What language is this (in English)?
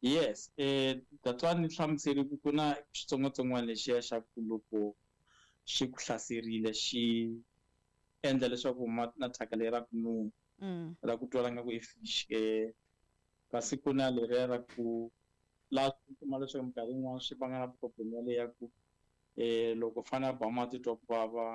Tsonga